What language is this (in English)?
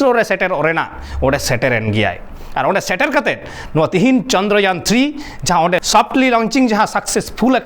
Santali